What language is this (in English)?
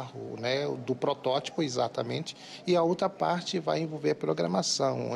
Portuguese